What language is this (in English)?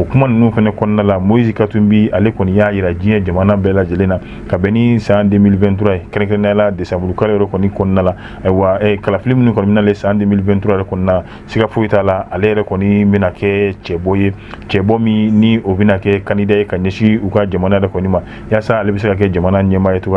Bambara